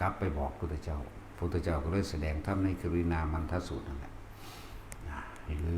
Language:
Lao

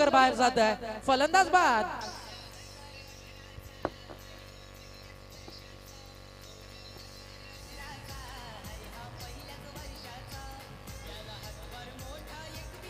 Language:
Marathi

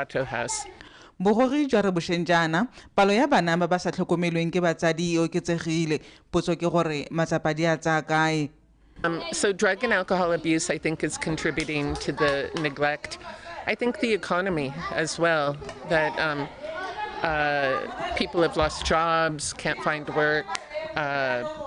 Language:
Tswana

